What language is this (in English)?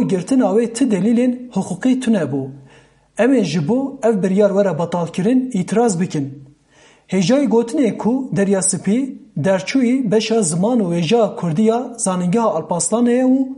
Kurdish